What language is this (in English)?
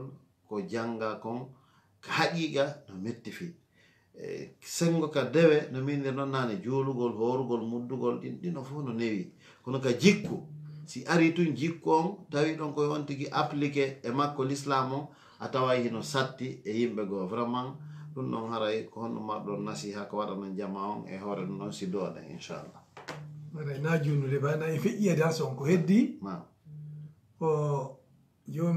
Fula